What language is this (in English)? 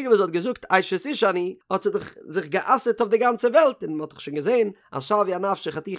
Yiddish